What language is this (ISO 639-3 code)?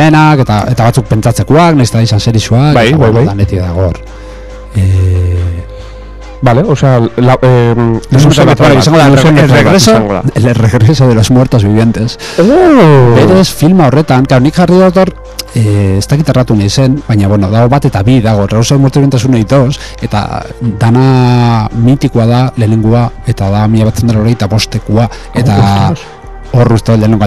eus